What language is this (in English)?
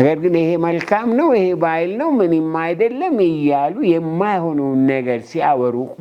Amharic